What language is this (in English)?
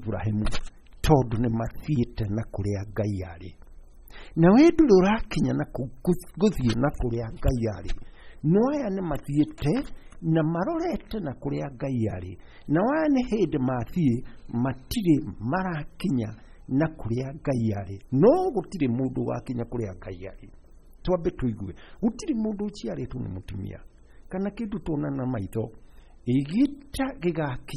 Kikuyu